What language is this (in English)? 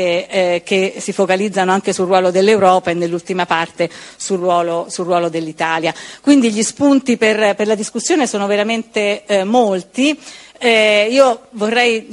Italian